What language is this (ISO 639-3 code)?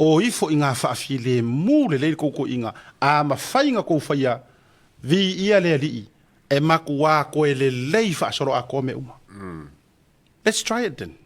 smo